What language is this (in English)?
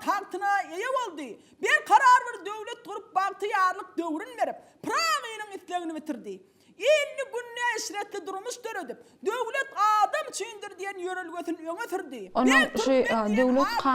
Turkmen